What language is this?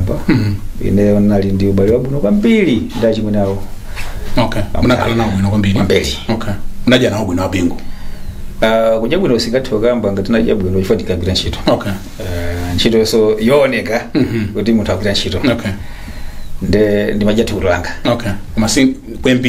Nyanja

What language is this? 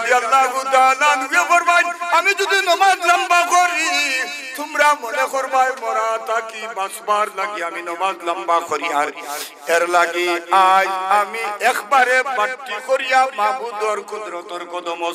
Sylheti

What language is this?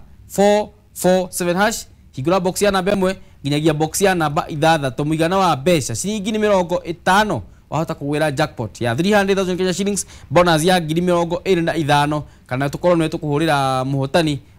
Kikuyu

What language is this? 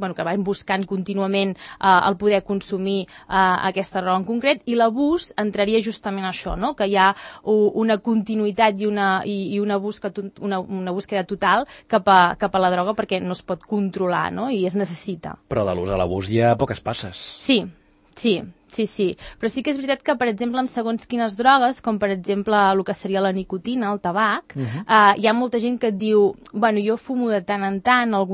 Catalan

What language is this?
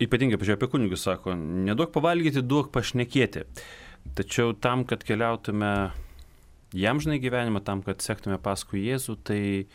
Lithuanian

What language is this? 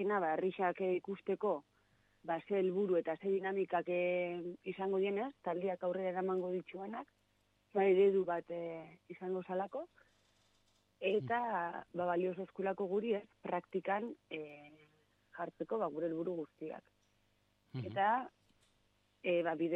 Basque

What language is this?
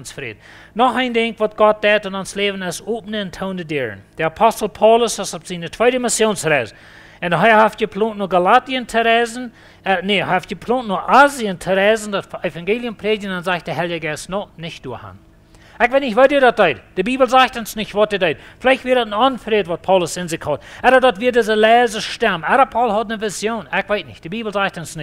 Plautdietsch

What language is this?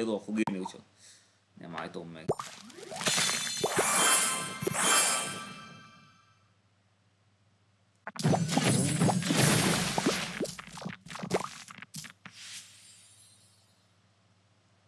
Hungarian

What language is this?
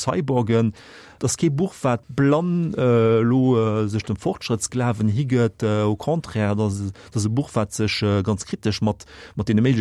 Luxembourgish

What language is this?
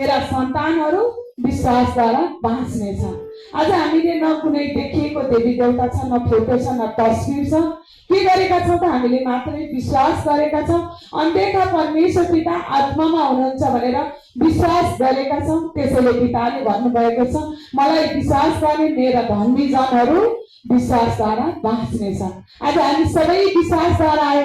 Nepali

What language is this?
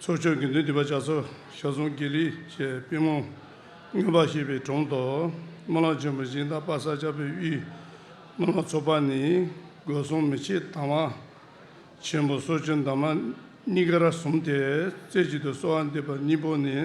Tibetan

